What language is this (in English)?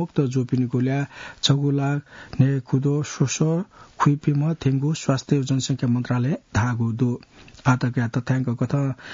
Newari